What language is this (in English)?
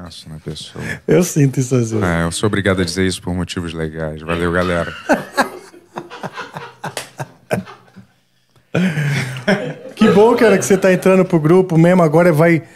Portuguese